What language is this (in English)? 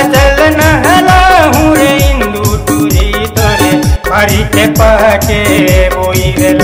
Chhattisgarhi